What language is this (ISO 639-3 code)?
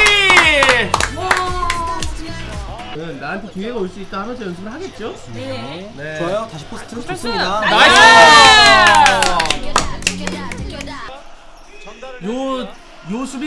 kor